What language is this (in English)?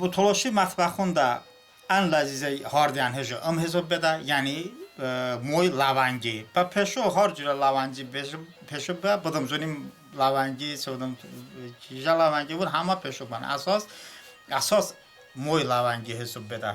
Talysh